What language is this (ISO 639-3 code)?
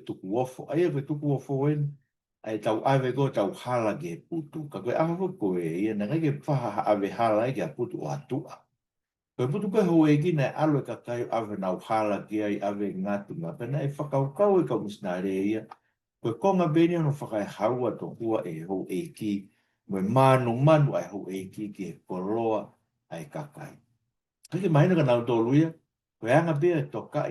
ton